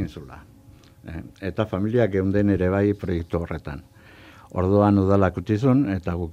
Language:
Basque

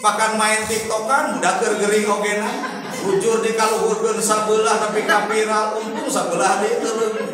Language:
Sundanese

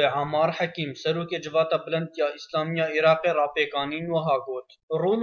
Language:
Kurdish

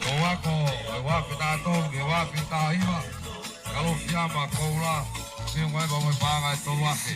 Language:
Tongan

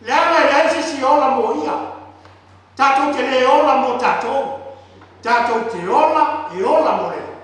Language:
Samoan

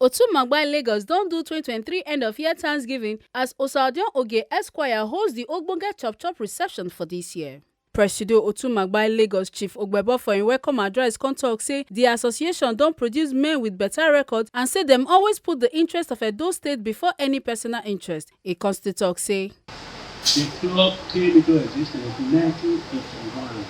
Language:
Nigerian Pidgin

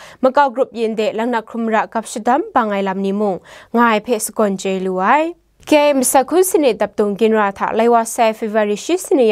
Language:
Kachin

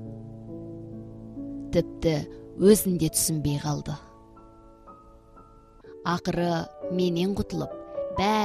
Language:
Kazakh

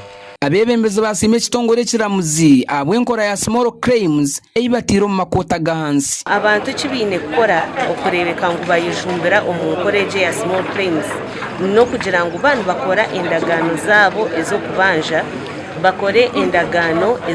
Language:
Nyankole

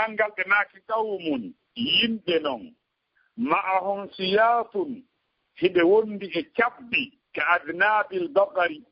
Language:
Fula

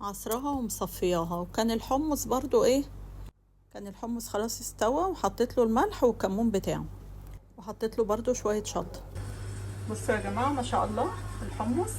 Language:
Egyptian Arabic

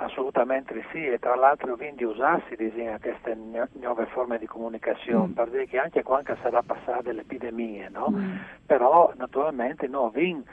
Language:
Friulian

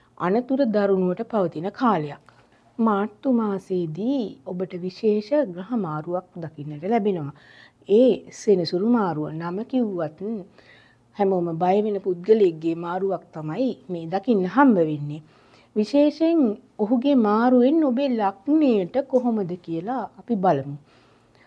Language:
Sinhala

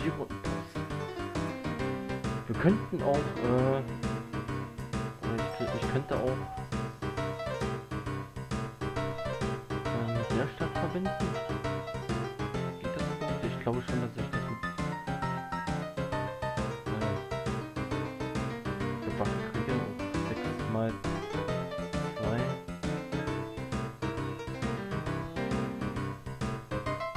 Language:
German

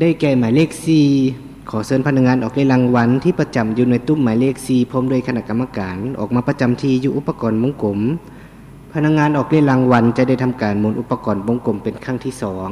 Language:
Lao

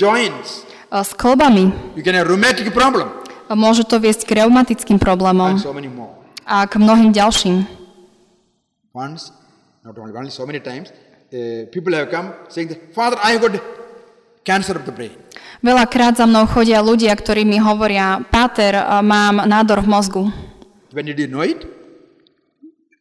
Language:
Slovak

